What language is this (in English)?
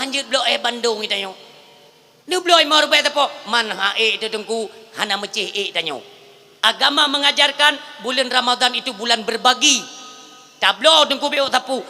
Achinese